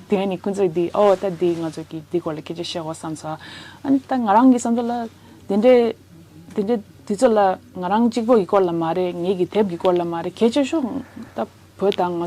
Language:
Tibetan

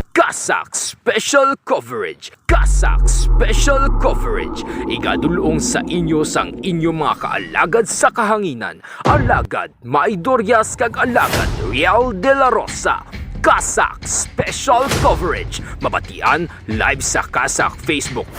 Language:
Hiligaynon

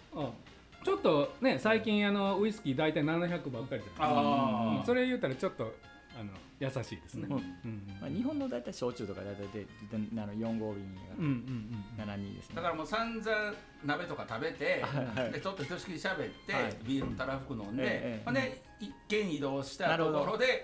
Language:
Japanese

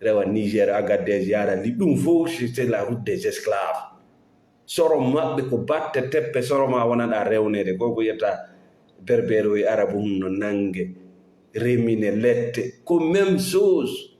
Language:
Fula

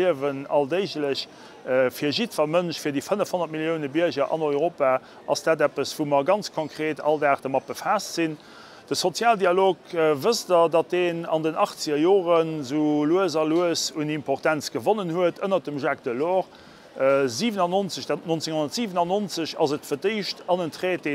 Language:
Luxembourgish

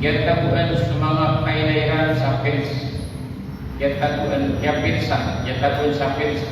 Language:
Maranao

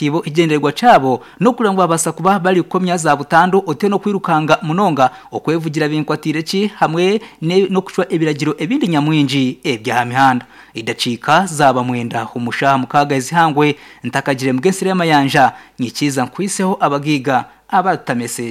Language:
Nyankole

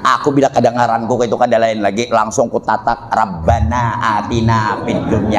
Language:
Banjar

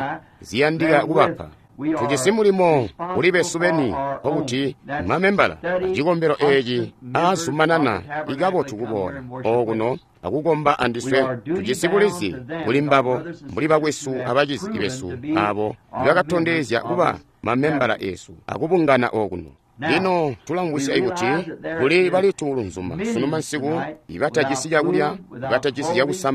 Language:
Tonga (Zambia)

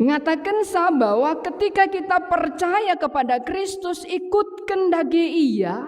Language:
Batak Karo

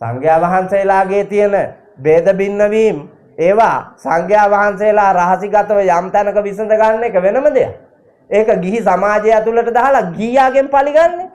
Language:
Sinhala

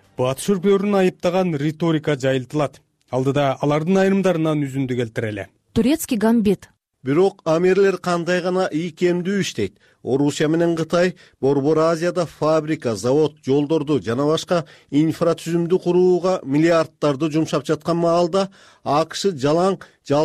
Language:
Kyrgyz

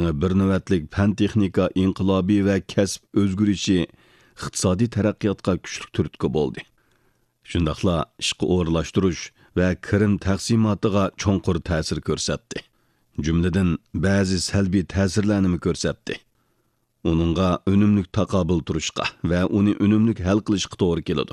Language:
Uyghur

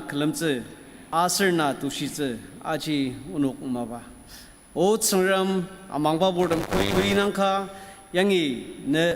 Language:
Ao Naga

